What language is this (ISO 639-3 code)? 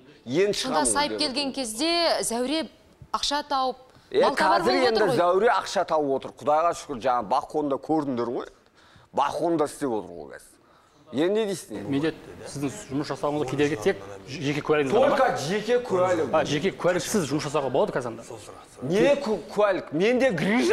kaz